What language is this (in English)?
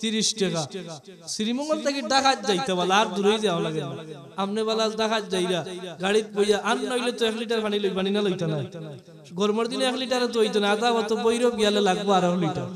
Sylheti